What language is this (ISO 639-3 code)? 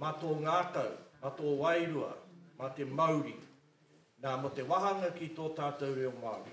mri